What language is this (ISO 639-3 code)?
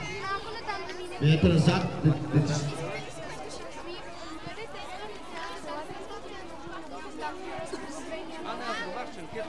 bul